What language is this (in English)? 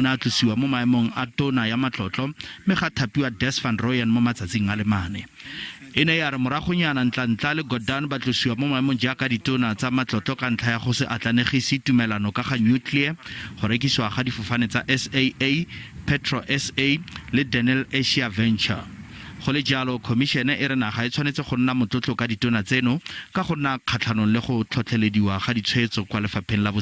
Tswana